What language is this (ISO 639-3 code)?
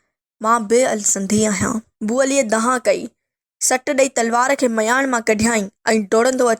snd